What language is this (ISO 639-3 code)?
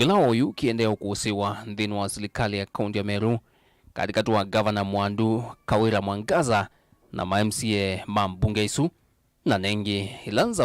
kam